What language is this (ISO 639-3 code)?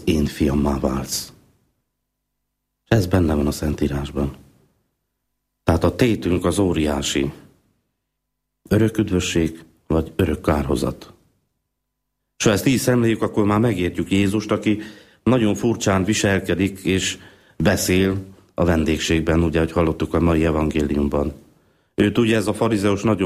hun